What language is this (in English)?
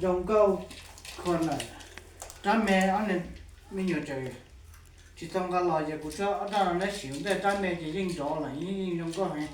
Hmong